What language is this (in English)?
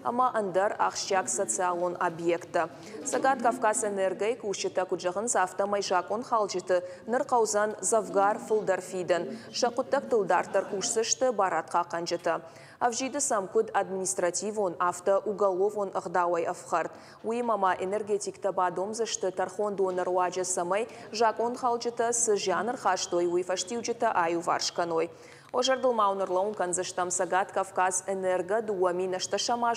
Ossetic